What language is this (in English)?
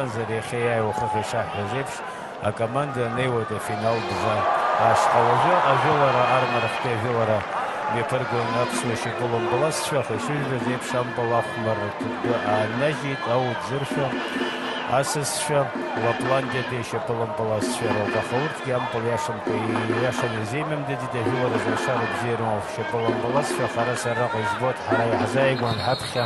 Abkhazian